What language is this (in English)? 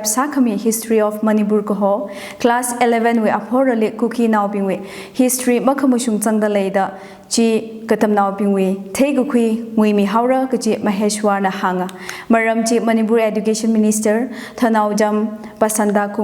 Tangkhul Naga (India)